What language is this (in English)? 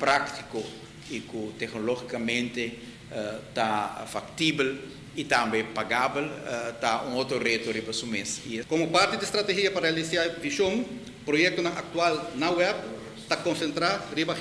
Papiamento